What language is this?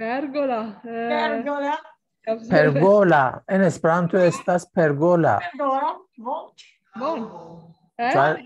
Esperanto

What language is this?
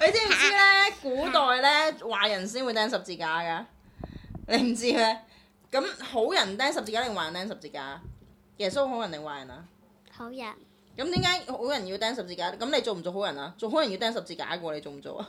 Cantonese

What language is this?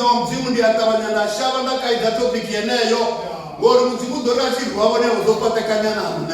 Venda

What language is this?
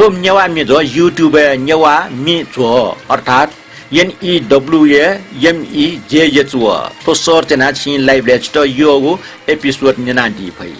Newari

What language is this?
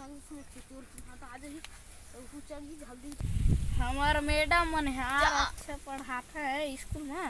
Chhattisgarhi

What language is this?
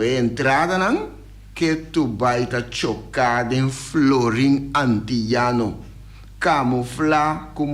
Papiamento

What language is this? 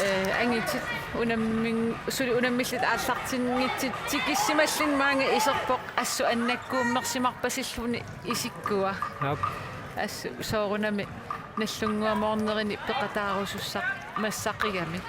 Kalaallisut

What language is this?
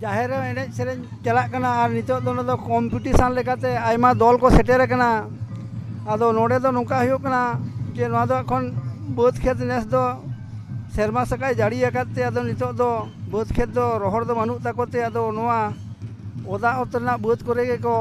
Santali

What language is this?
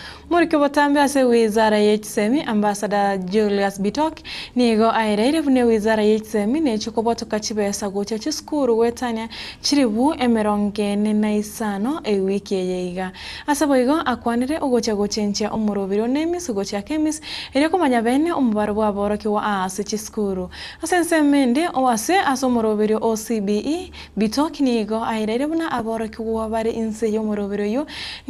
Gusii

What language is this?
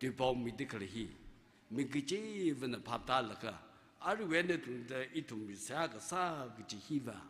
Tangkhul Naga (India)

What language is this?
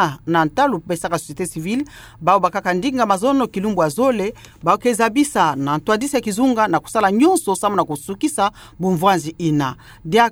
Kituba (Democratic Republic of Congo)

